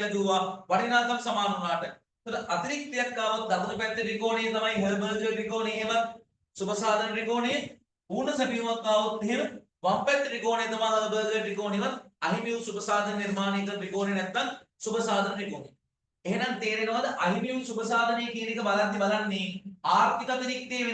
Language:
Sinhala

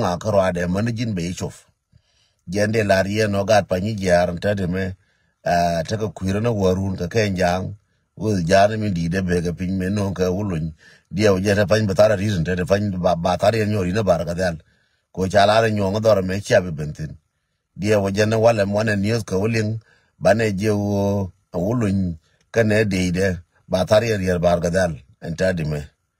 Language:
Nuer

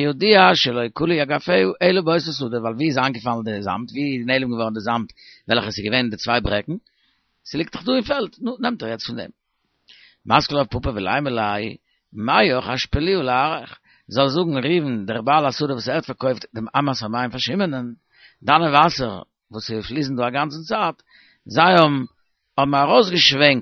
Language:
Yiddish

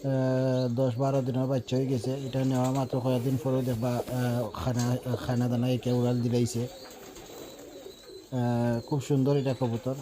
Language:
Sylheti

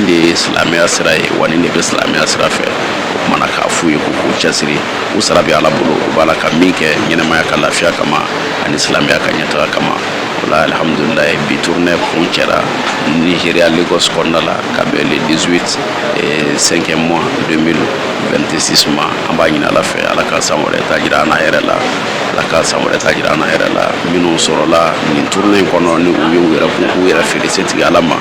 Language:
Bambara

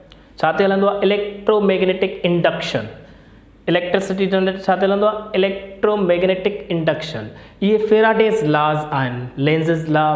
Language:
Sindhi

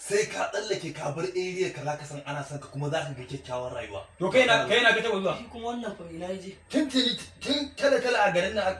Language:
Hausa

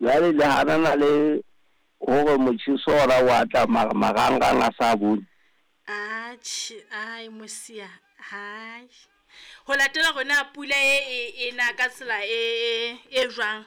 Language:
Southern Sotho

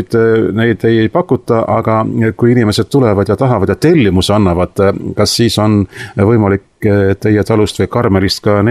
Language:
Estonian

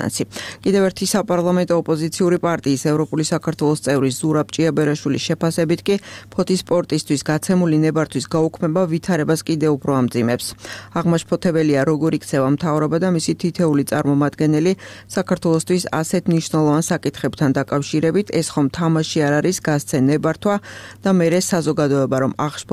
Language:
Georgian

